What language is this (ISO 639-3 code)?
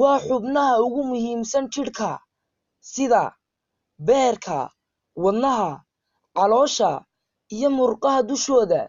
som